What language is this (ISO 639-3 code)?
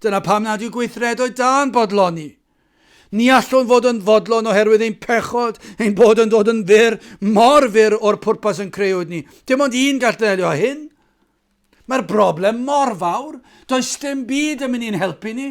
cym